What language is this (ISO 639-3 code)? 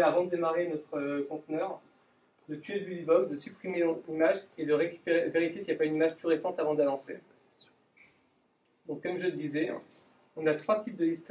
fra